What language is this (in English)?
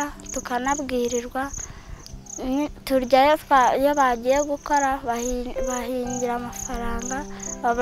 Kinyarwanda